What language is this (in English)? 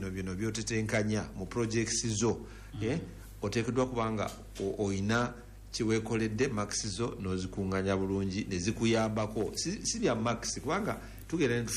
Ganda